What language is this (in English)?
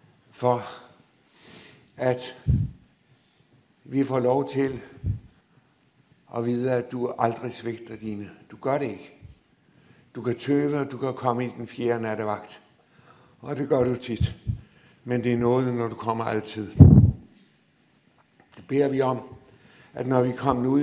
Danish